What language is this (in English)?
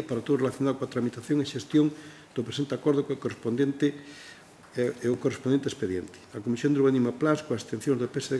Galician